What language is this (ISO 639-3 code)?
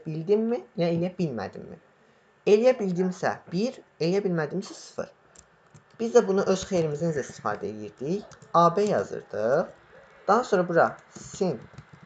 aze